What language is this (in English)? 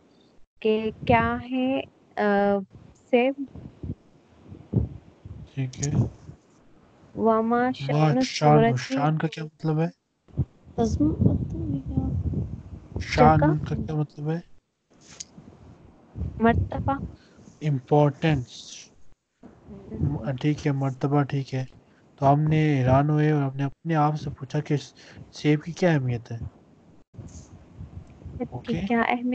Urdu